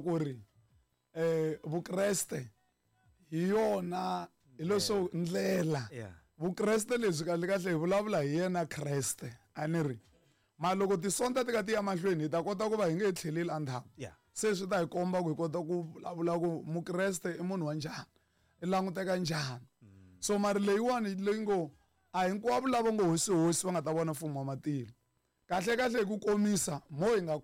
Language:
Tsonga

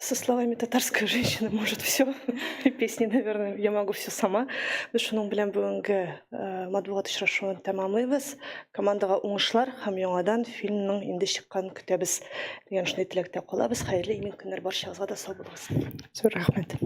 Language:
Tatar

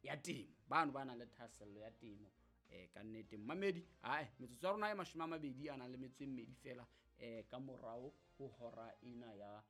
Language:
Southern Sotho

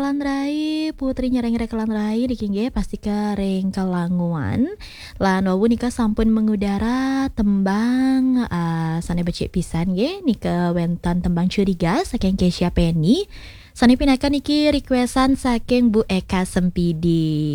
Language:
Balinese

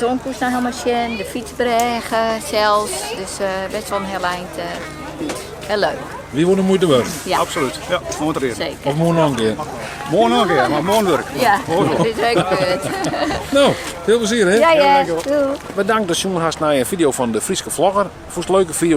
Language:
Western Frisian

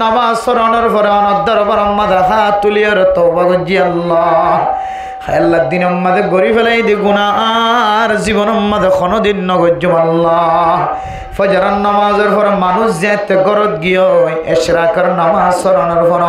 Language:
Rohingya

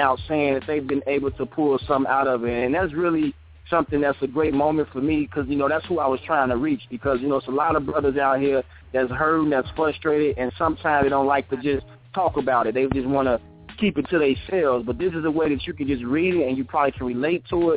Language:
English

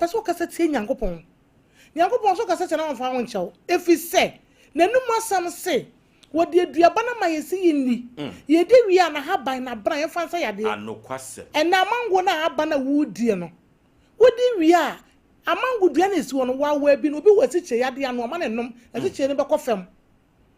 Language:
Akan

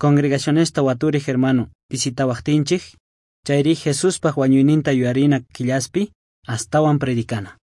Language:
South Bolivian Quechua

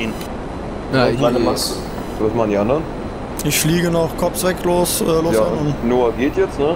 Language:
German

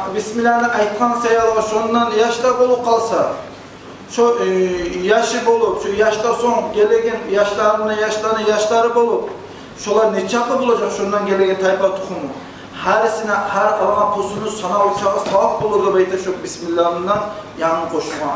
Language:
Kumyk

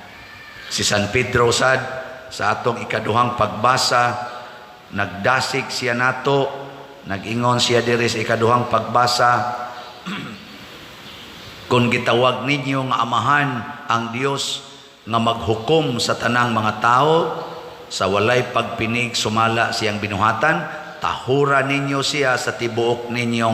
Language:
Cebuano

